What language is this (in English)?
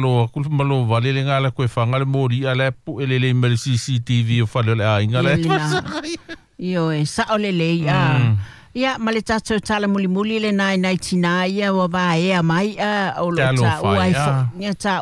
Samoan